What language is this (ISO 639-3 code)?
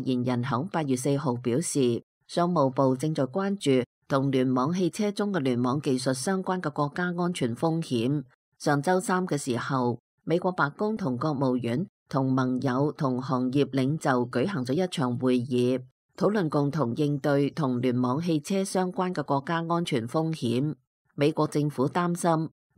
yue